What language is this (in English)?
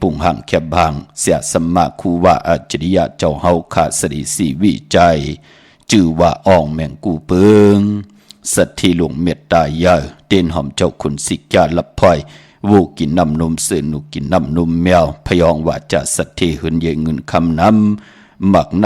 Shan